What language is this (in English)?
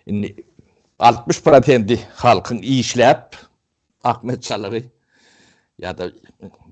Turkmen